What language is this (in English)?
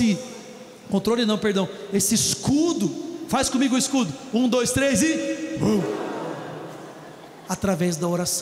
Portuguese